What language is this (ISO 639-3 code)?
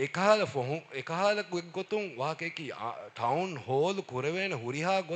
div